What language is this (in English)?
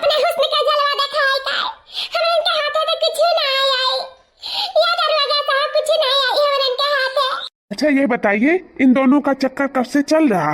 Awadhi